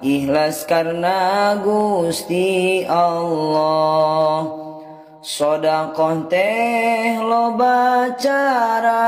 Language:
Sundanese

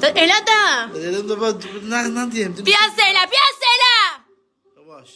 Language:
South Azerbaijani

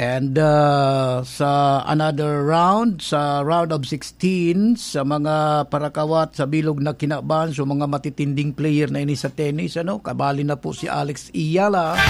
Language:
Bikol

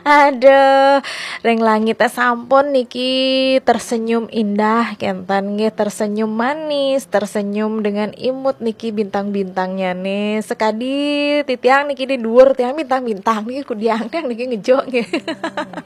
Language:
Balinese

